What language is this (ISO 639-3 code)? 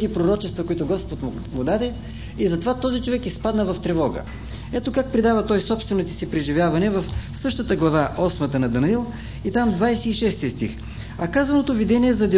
bul